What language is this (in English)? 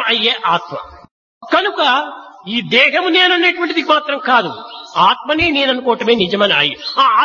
Telugu